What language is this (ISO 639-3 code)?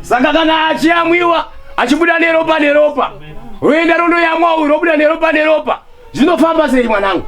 sna